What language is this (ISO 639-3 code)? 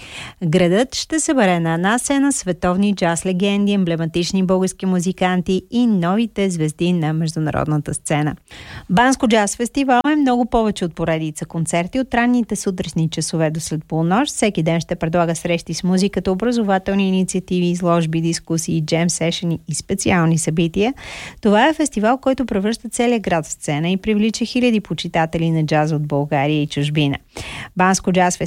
bul